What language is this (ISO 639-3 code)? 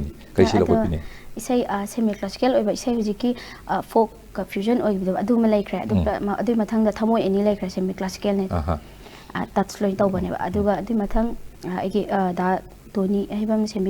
mni